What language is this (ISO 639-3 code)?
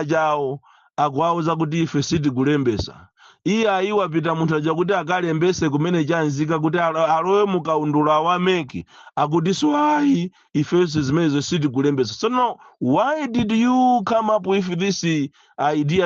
nya